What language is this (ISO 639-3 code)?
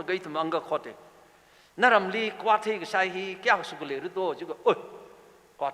nmf